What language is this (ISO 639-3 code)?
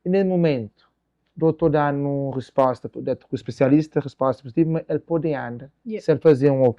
kea